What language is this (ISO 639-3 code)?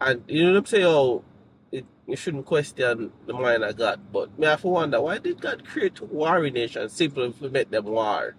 jam